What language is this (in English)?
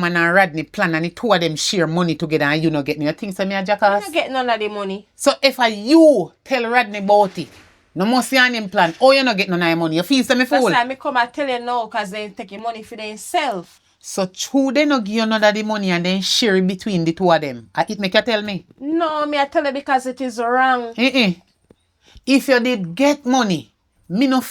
Jamaican Creole English